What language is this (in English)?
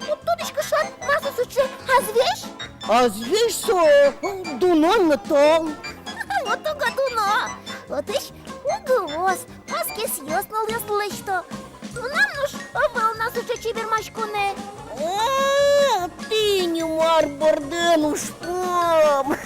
Udmurt